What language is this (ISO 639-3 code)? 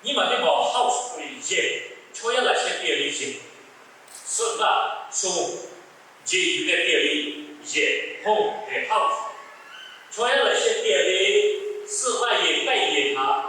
lhu